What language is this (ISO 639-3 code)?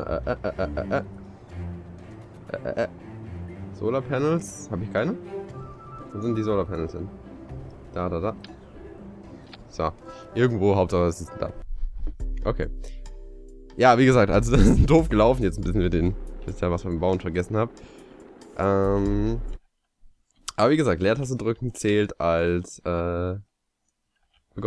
deu